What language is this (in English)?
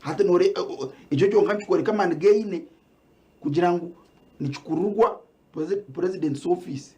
Nyankole